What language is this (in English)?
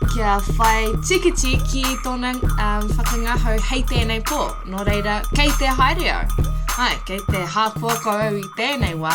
Māori